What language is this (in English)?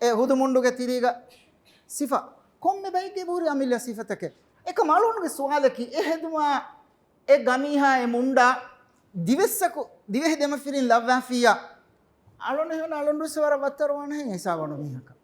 Divehi